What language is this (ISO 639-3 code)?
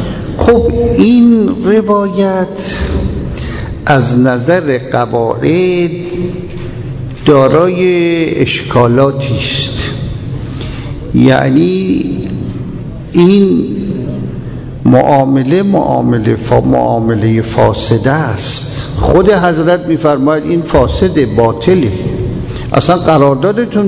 fas